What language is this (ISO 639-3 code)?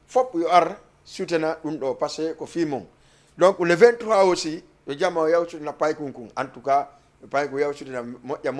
ful